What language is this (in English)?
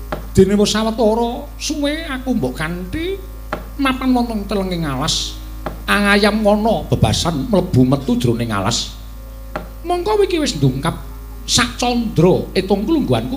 Javanese